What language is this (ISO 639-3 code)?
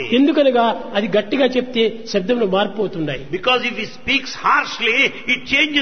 tel